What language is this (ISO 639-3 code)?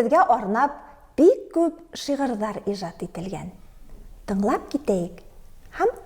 bak